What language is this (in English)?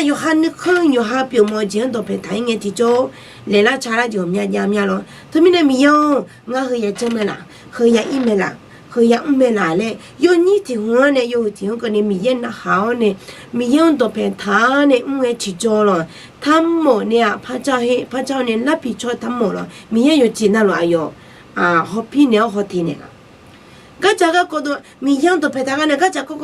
Akha